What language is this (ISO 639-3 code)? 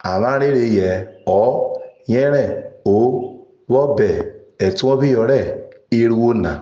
urh